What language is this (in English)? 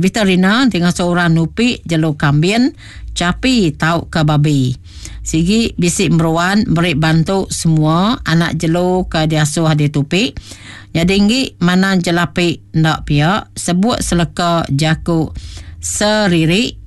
Iban